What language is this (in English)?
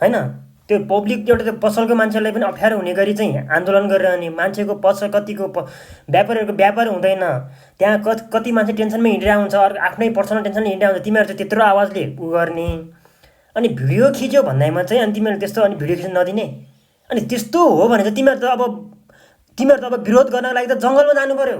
Nepali